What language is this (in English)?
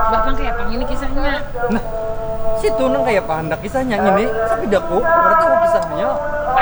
Banjar